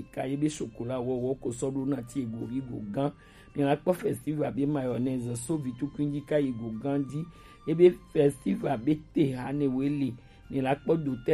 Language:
Gen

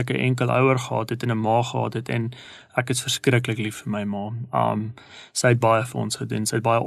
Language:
Afrikaans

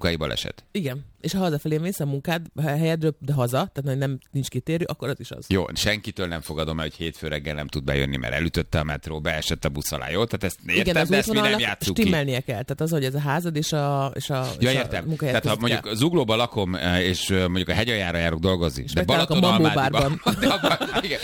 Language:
Hungarian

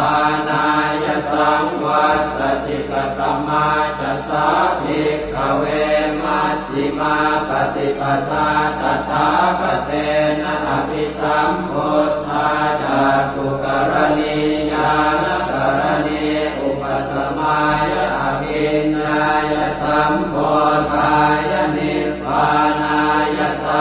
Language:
Pali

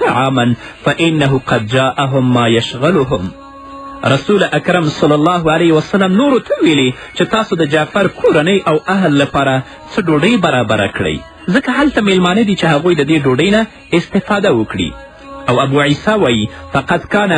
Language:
Pashto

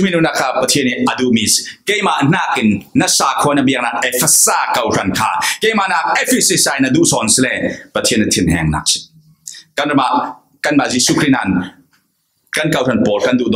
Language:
Falam Chin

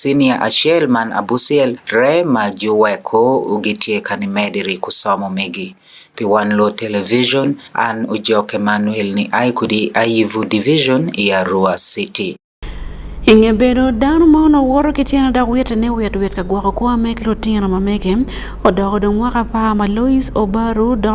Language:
Acoli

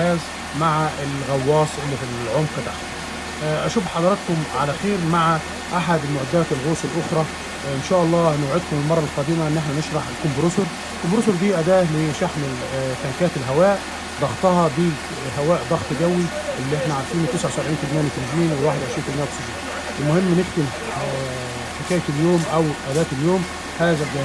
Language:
Egyptian Arabic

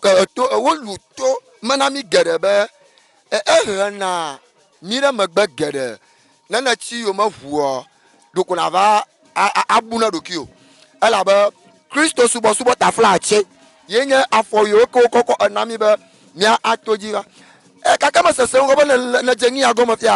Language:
Ewe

